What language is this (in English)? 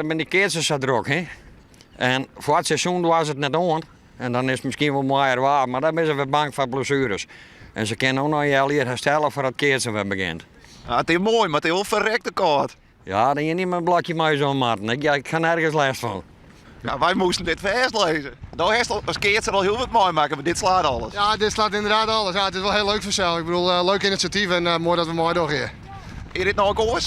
Western Frisian